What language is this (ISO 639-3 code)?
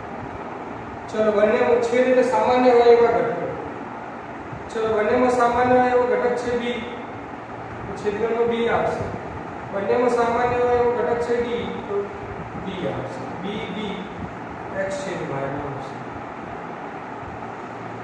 guj